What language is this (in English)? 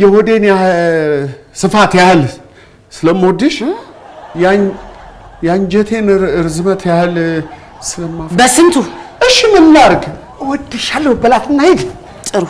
Amharic